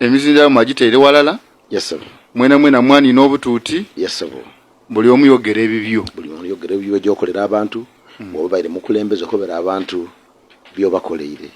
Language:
Ganda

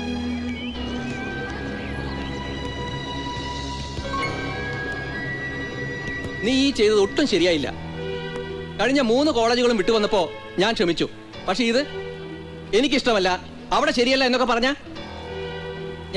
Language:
Malayalam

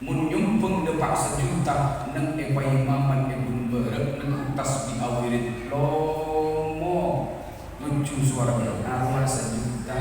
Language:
Madurese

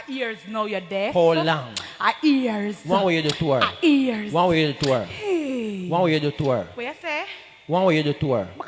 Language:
Jamaican Creole English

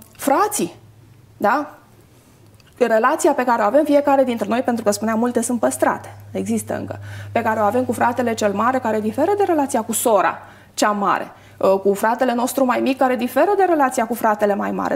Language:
Romanian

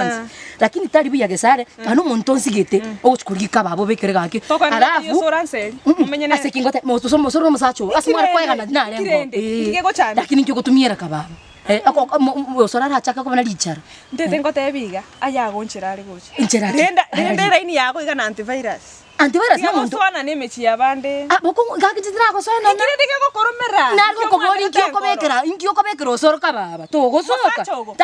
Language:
Gusii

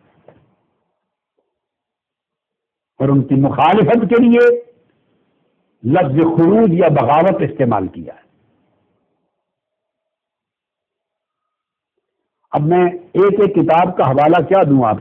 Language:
Urdu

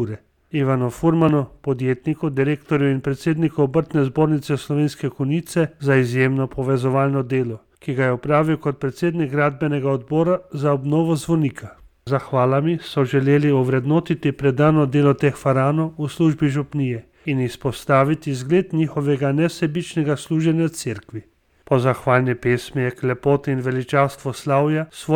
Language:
Slovenian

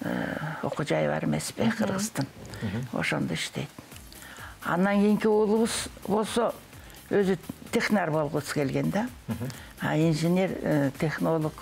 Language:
Kyrgyz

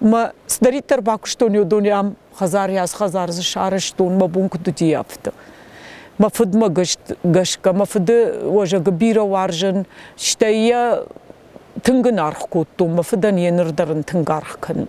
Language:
Ossetic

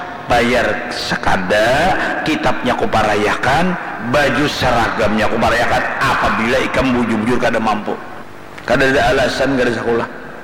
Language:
Banjar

